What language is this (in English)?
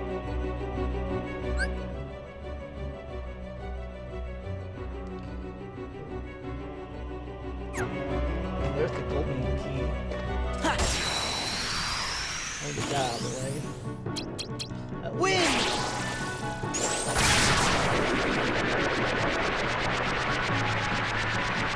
English